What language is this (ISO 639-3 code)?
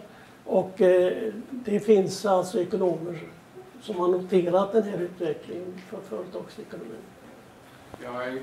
swe